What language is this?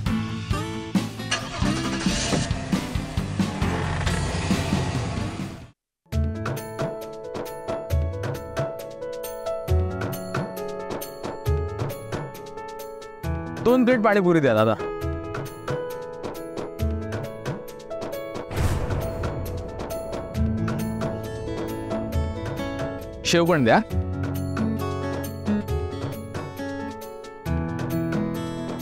Marathi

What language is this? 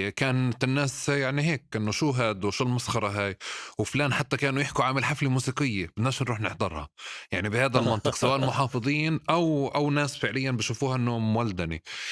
North Levantine Arabic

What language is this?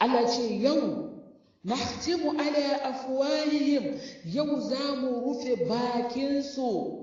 Hausa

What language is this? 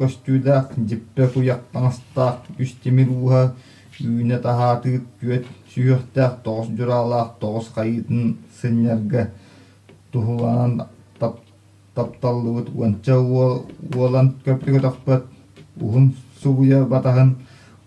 Yakut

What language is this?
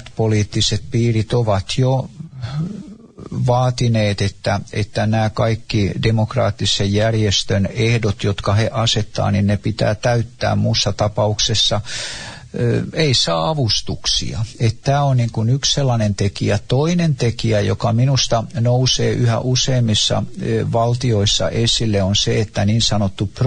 Finnish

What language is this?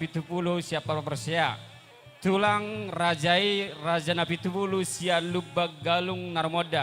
Batak Toba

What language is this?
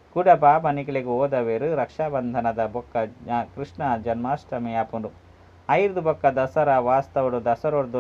Tulu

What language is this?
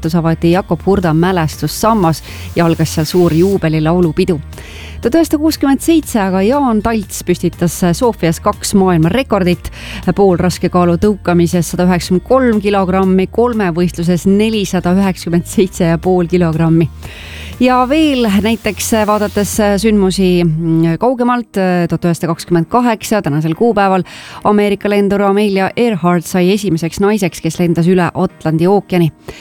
Estonian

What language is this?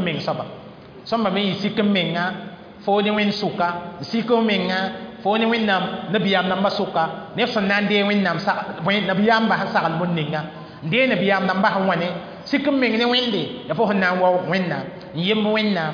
Mossi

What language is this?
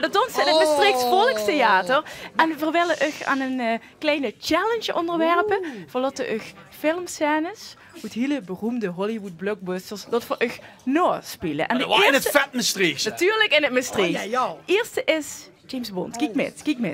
Limburgish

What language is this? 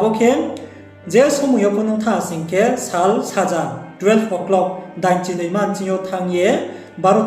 Riang (India)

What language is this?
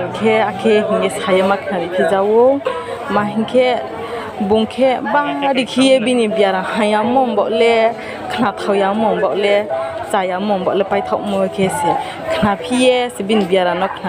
Riang (India)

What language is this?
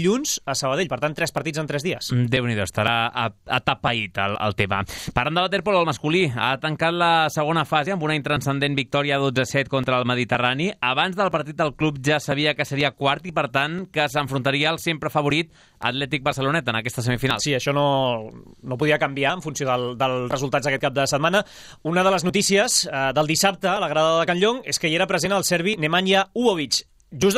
Catalan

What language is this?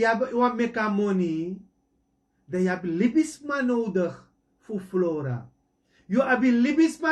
Sranan Tongo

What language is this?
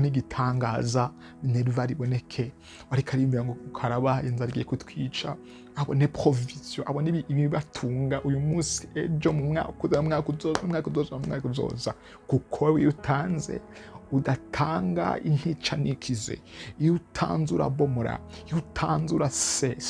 Rundi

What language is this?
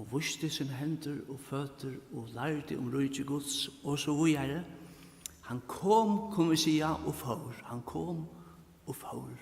Faroese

